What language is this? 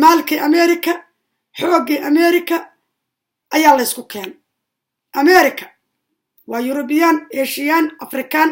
Somali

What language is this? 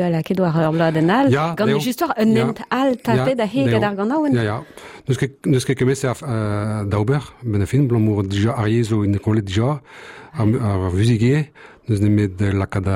Breton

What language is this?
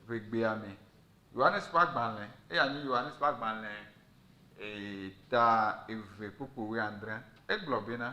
Ewe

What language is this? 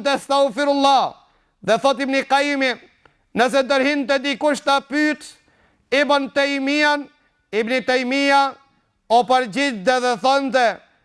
Albanian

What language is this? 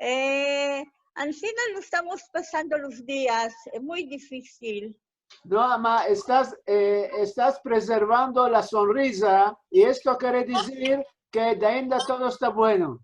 Ladino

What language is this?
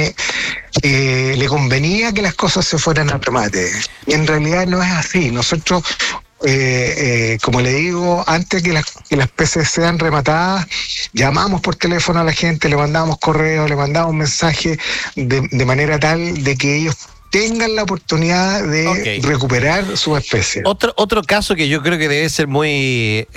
Spanish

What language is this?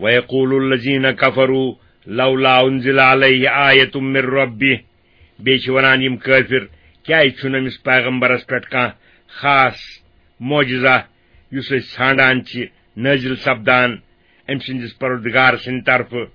Kashmiri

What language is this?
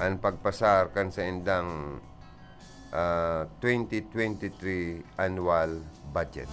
Bikol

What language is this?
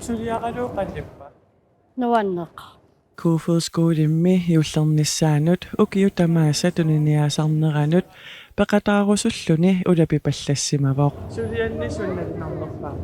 Kalaallisut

